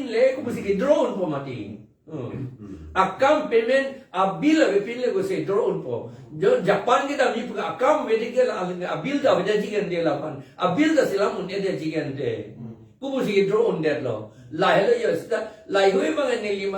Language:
Karbi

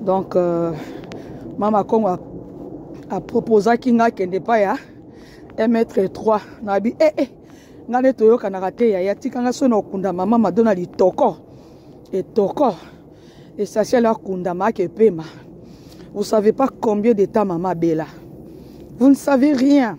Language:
Lingala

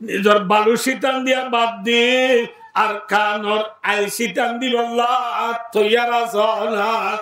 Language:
Rohingya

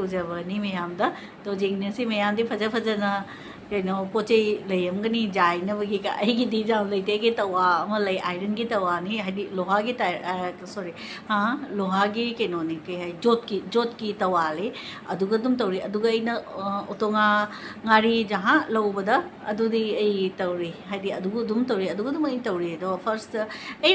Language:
Manipuri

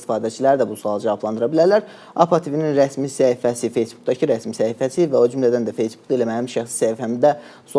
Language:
Azerbaijani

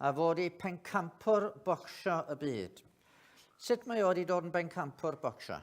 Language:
Welsh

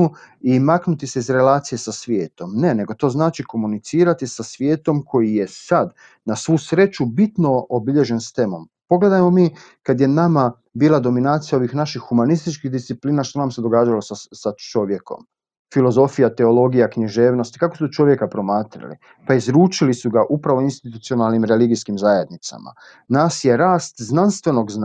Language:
Croatian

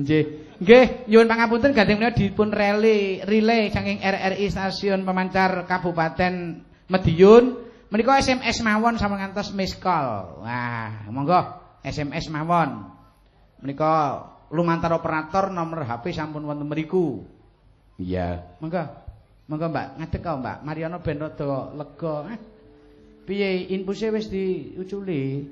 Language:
Javanese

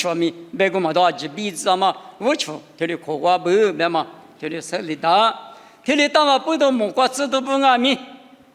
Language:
Lisu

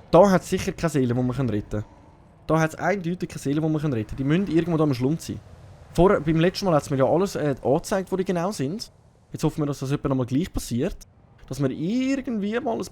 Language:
Swiss German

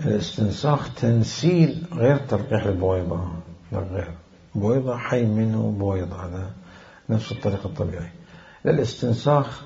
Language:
Mesopotamian Arabic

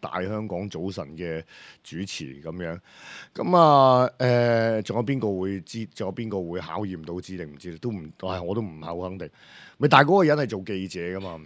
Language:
Cantonese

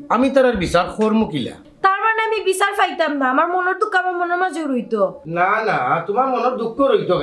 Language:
Sylheti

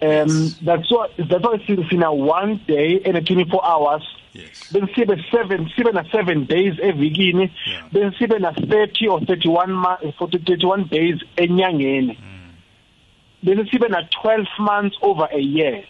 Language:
South Ndebele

